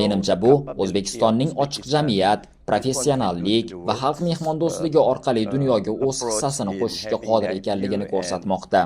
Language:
Uzbek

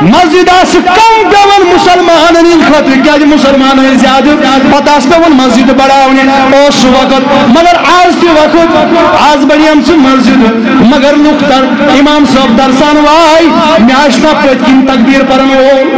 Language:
Kashmiri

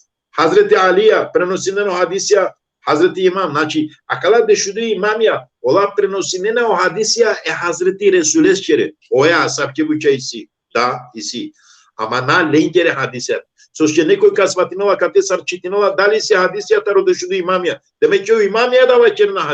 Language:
Balkan Romani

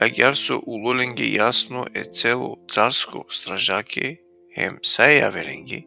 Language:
Balkan Romani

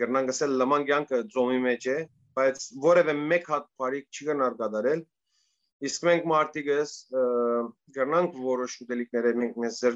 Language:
Western Armenian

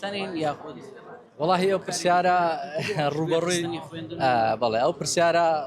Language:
Central Kurdish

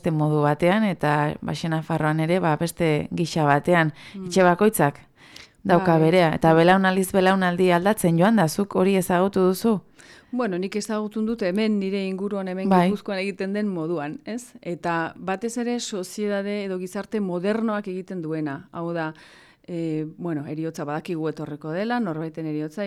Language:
Basque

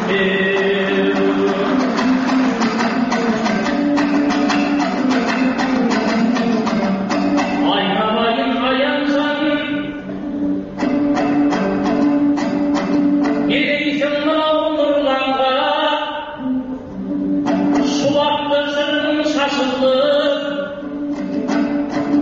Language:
Kazakh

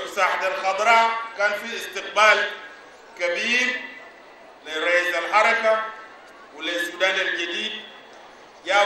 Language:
Sudanese Arabic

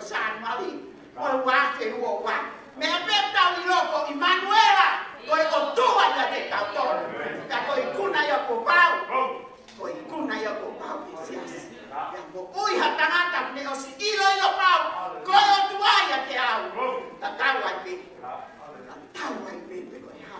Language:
Tongan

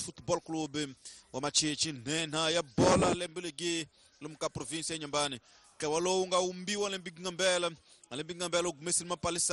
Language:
Tsonga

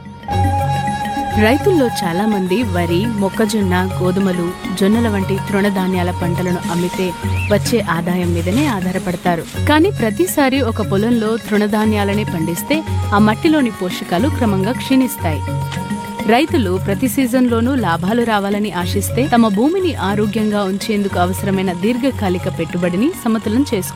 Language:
Telugu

